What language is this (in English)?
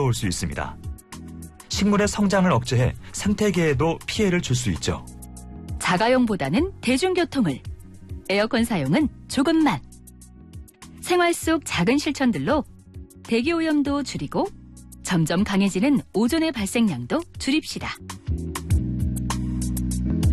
Korean